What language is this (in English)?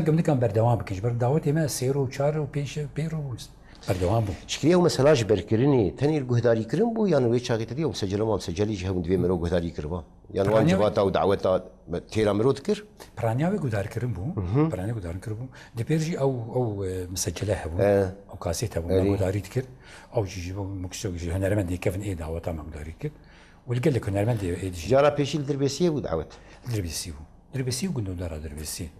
Kurdish